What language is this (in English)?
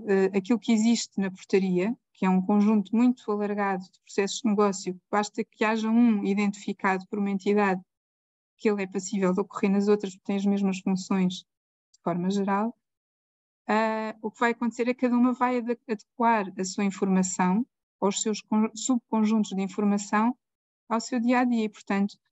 Portuguese